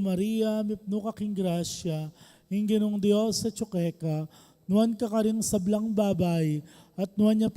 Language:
Pampanga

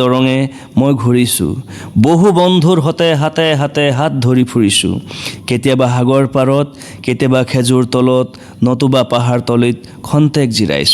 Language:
Assamese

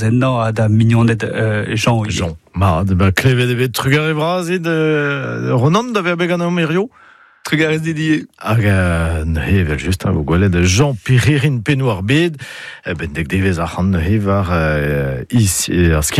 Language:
Breton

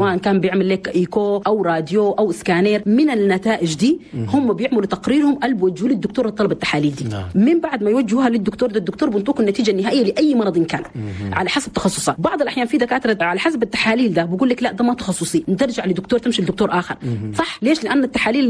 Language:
Chadian Arabic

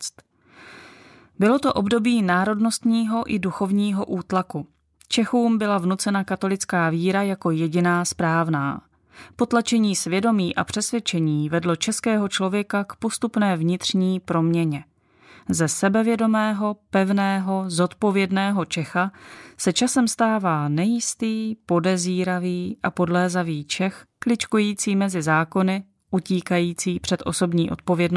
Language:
Czech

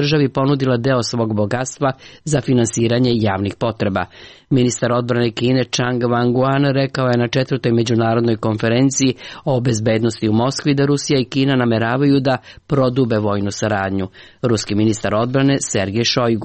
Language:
Serbian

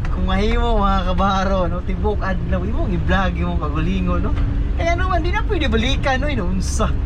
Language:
Cebuano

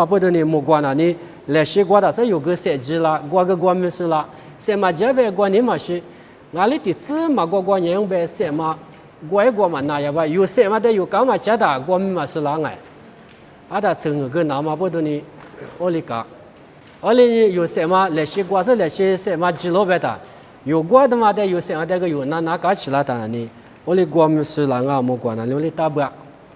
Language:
Lisu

